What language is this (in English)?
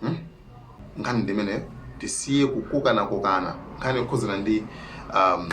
Nyanja